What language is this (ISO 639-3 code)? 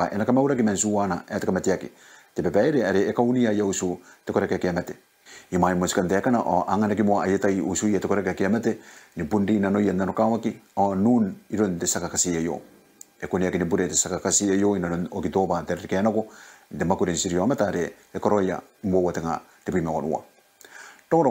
gil